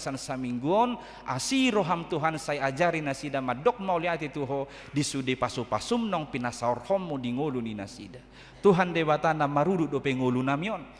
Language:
Batak Toba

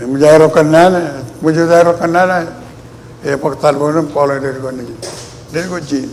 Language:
Marshallese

